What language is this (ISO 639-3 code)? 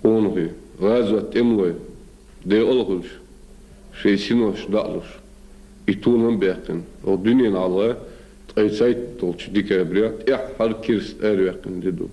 che